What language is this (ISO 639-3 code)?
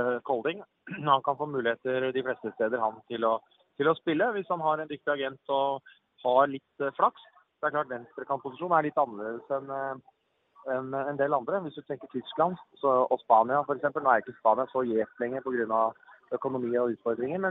nor